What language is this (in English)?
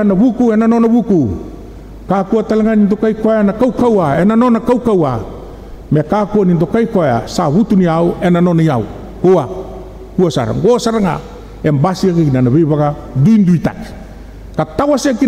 Fijian